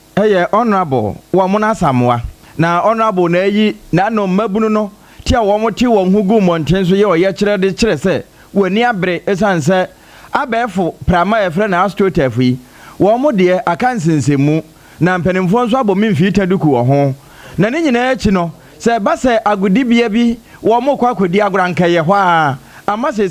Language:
Akan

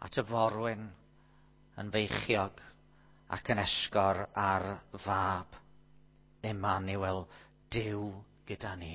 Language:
Welsh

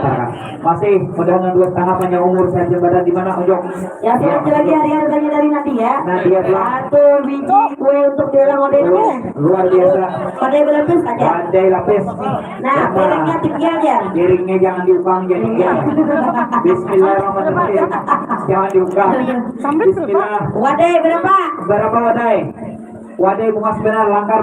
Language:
Banjar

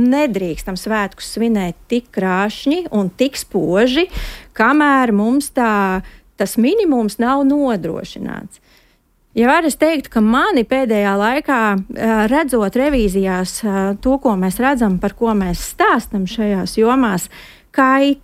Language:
Latvian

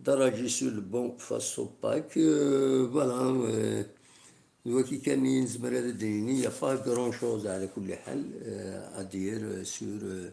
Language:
Kabyle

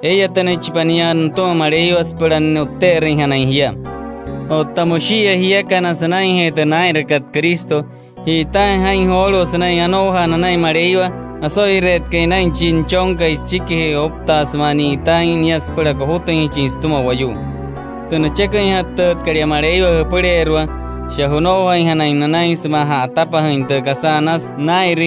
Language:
Wayuu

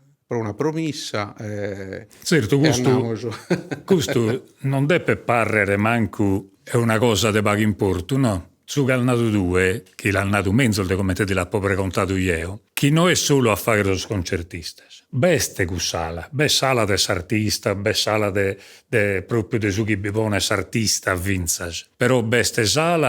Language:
Sardinian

